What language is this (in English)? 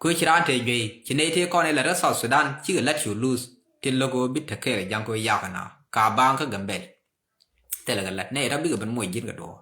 Nuer